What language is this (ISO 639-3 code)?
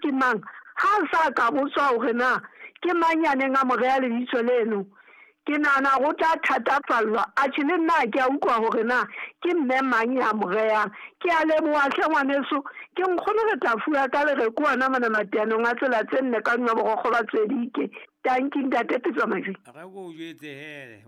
sot